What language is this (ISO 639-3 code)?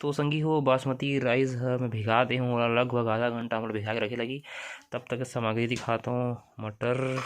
hne